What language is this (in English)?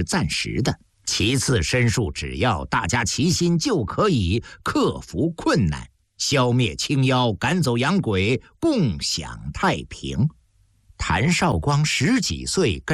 Chinese